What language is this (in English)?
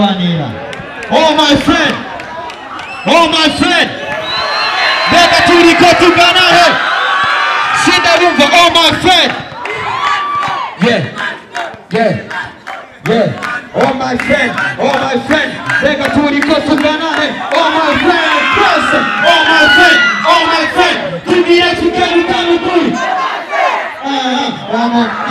Kinyarwanda